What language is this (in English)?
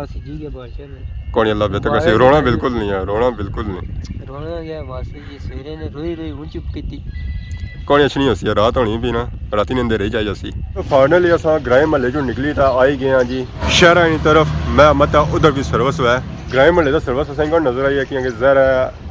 Pahari-Potwari